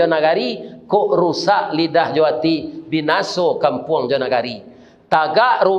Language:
Minangkabau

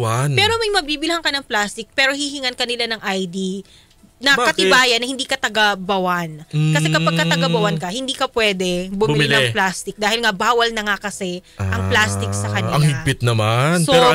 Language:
Filipino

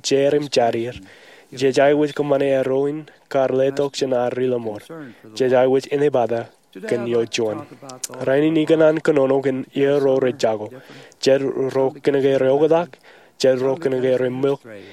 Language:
Marshallese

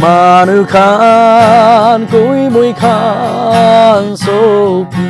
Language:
Naga Pidgin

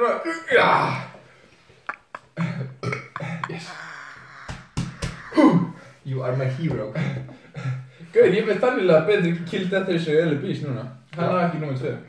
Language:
Icelandic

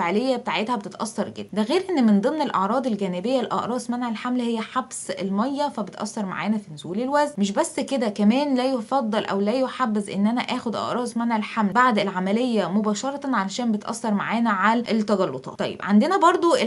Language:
Egyptian Arabic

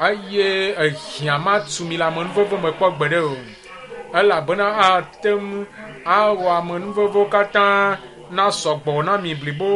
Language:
Ewe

